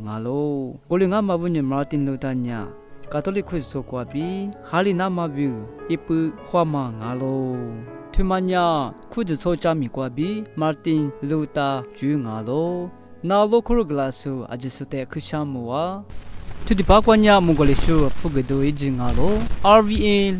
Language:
Lisu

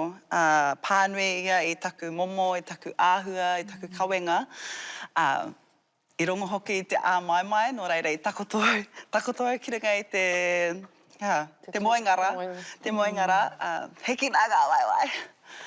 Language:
Māori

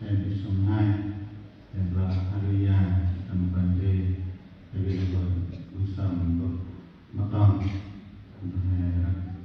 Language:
Central Mnong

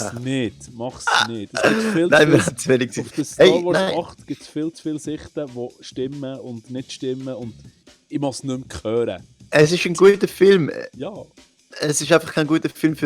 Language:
Swiss German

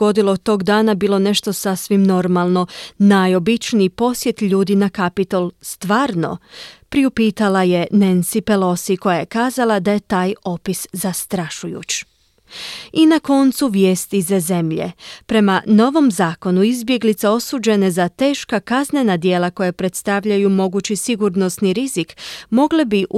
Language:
Croatian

